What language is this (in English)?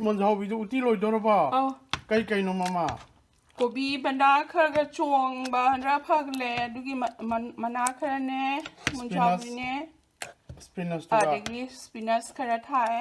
Manipuri